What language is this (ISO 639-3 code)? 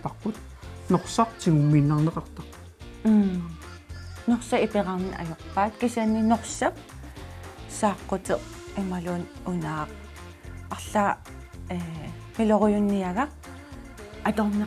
kal